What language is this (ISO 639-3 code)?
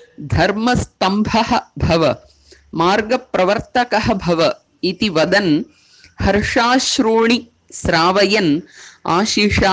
san